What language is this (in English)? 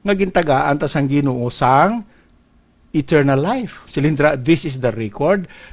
Hiligaynon